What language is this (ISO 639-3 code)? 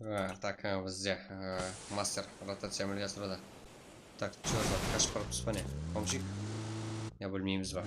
kaa